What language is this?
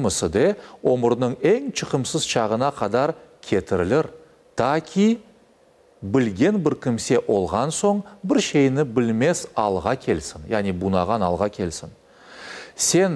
Crimean Tatar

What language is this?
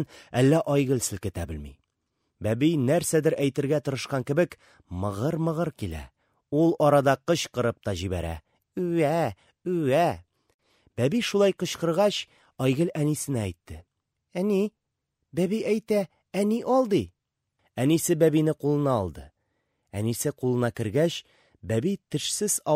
Tatar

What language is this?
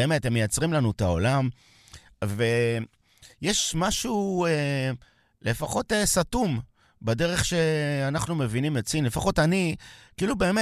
Hebrew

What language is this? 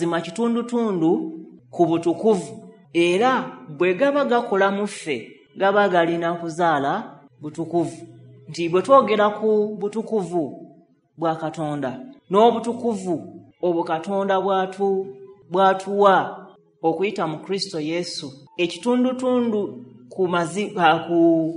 Ganda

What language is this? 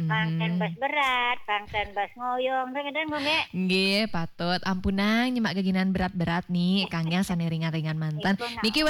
Balinese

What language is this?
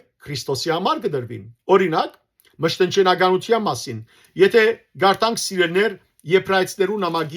Western Armenian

